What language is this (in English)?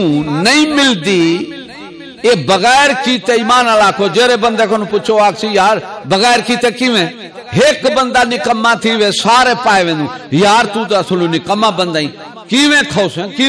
Saraiki